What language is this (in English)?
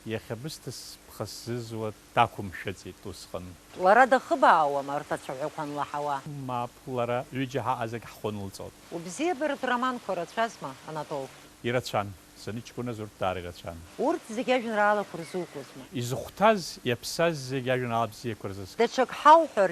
Abkhazian